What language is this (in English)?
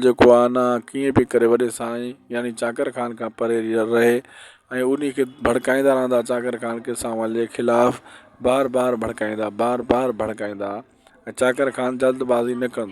Sindhi